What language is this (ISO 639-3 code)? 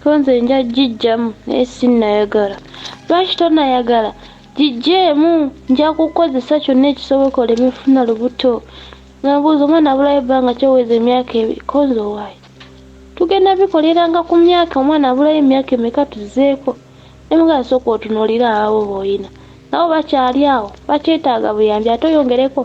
lug